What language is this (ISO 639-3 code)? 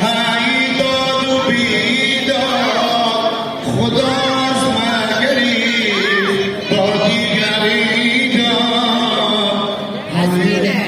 haz